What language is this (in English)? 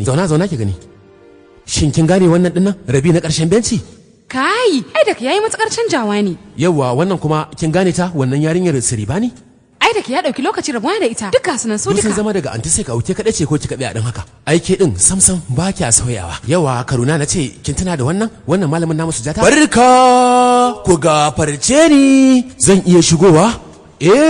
Hausa